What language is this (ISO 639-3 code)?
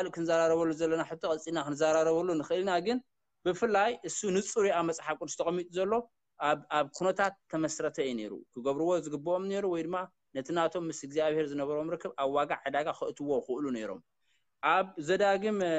tir